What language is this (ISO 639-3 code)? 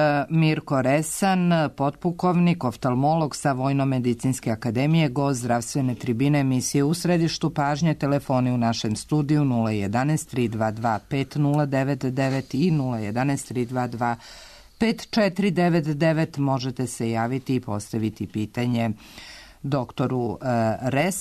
srp